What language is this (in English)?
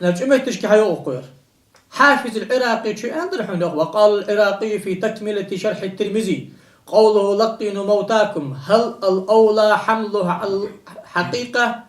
Ingush